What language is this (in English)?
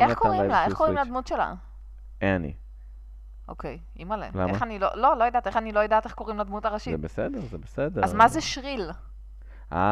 Hebrew